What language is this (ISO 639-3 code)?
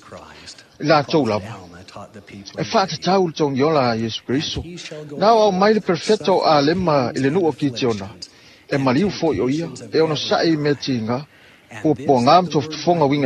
smo